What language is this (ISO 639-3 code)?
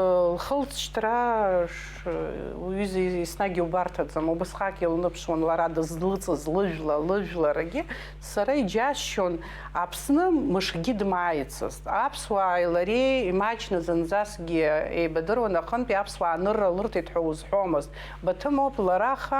abk